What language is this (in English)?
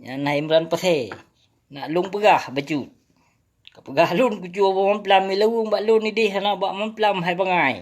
Achinese